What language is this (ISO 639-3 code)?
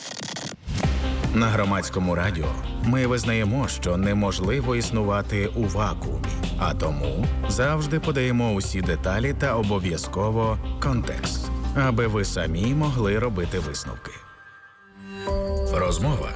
ukr